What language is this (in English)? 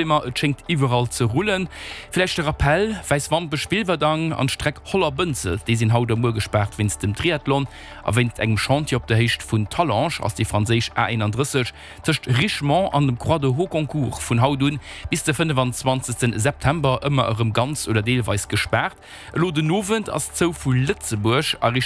Luxembourgish